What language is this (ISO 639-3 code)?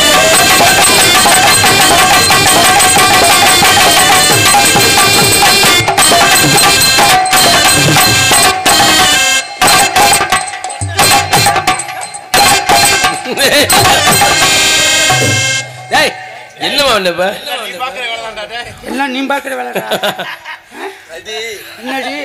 tam